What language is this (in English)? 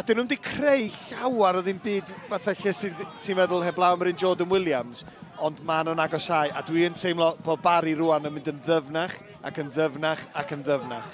Welsh